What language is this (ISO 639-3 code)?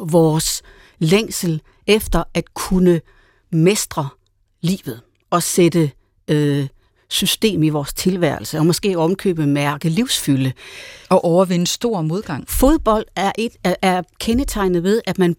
dan